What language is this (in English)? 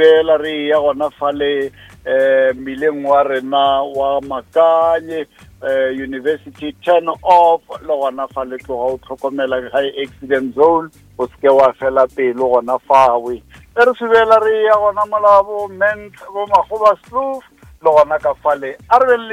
Northern Sotho